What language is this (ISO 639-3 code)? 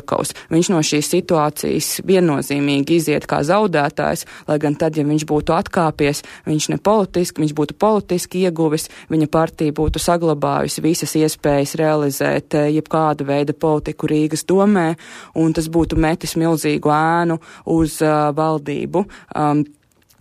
lav